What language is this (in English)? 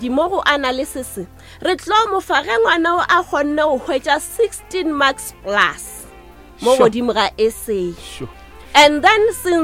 Northern Sotho